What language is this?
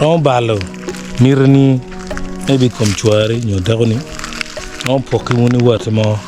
Acoli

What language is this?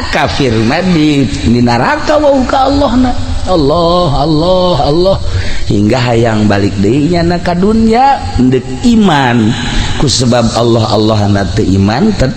Sundanese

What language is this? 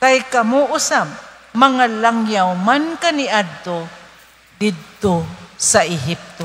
Cebuano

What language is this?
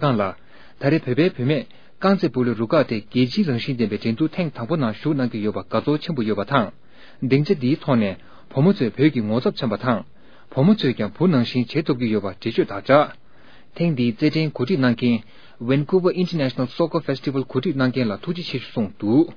Tibetan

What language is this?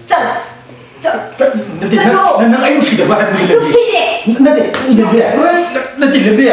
Manipuri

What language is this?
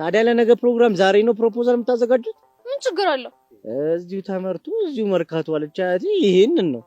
Amharic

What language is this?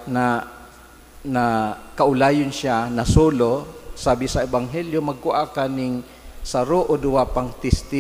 Bikol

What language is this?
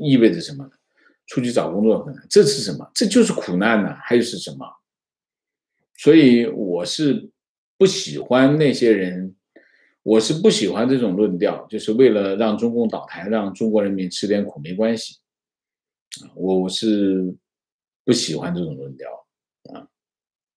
Chinese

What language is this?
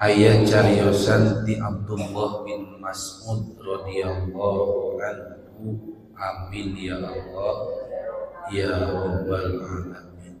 Sundanese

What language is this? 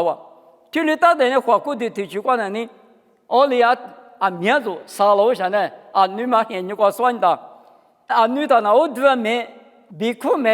Lisu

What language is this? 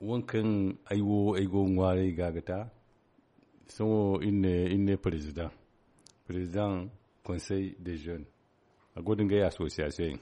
Zarma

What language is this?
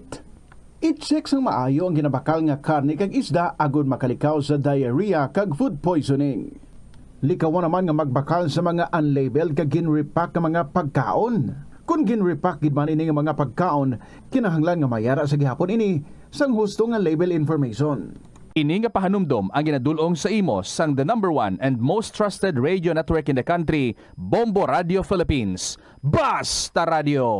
Hiligaynon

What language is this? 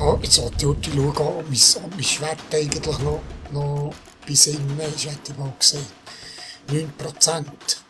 Swiss German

